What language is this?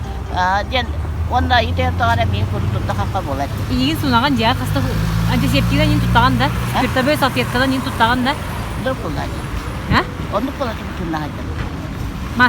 Yakut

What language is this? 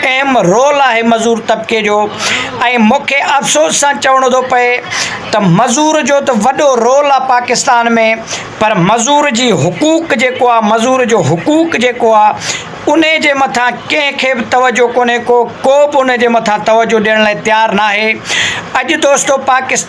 Sindhi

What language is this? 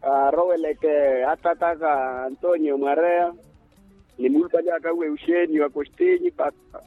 Makhuwa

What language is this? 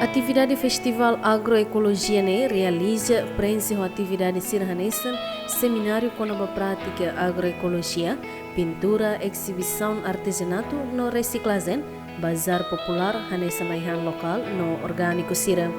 Tetum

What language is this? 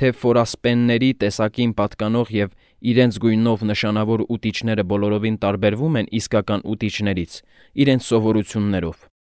Armenian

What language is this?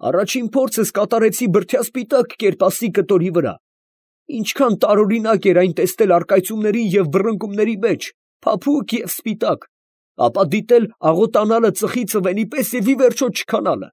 Armenian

